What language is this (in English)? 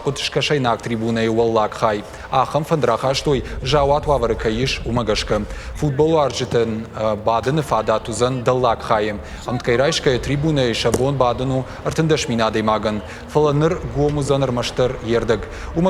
Ossetic